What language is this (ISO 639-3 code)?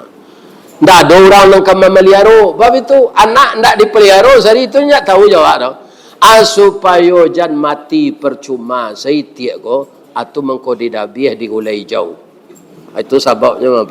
min